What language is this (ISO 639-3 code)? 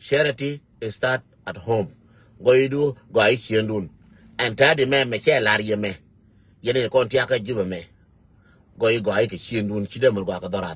nus